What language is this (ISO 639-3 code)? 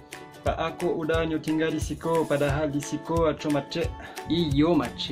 min